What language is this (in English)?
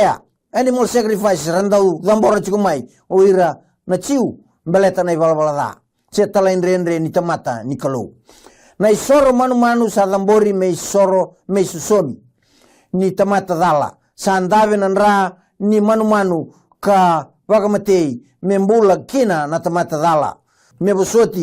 Fijian